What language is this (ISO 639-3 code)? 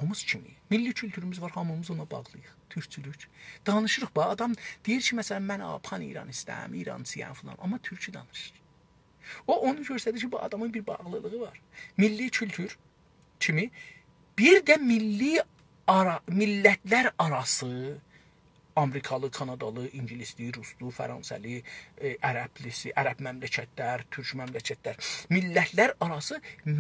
azb